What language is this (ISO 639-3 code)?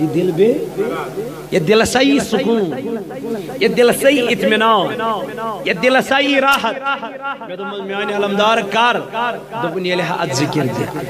kas